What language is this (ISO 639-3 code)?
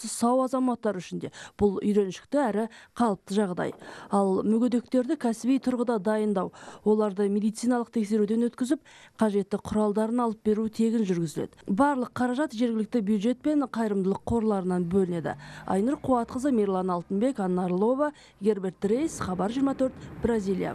kaz